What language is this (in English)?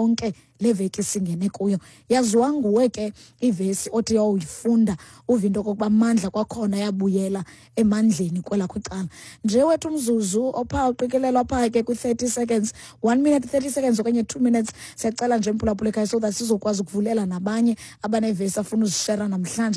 Xhosa